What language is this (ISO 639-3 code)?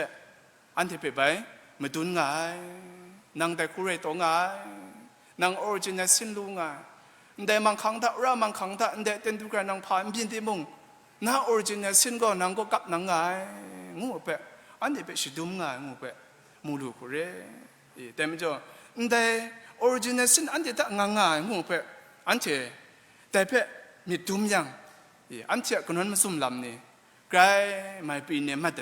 kac